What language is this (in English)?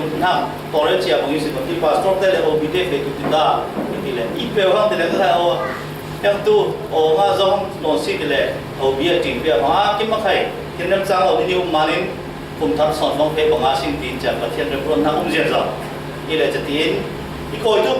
Falam Chin